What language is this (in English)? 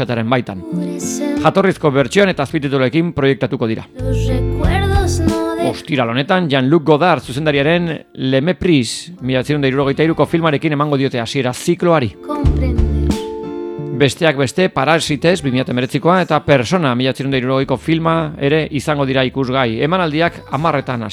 Basque